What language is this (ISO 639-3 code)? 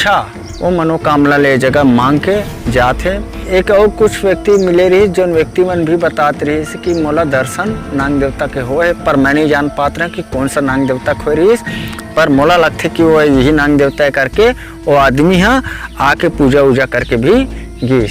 hne